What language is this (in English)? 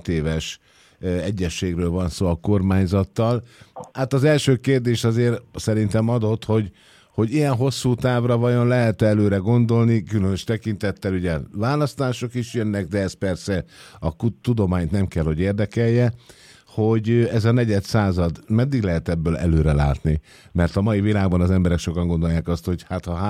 Hungarian